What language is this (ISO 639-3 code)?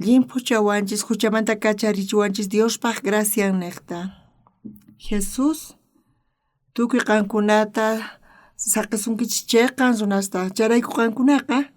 quh